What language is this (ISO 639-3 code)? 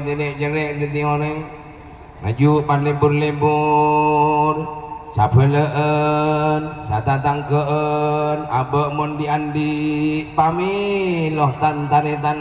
mad